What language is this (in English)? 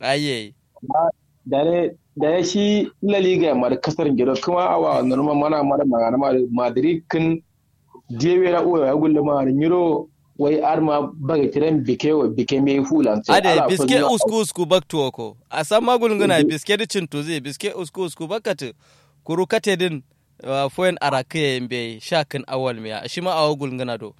Kanuri